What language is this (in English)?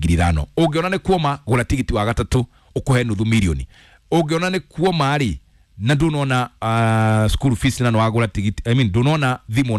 Kikuyu